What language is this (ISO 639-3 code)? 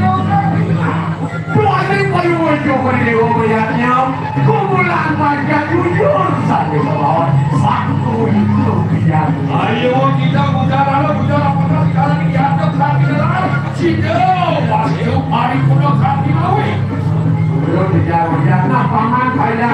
ban